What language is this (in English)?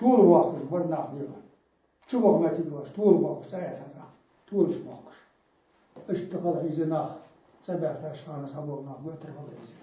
Ingush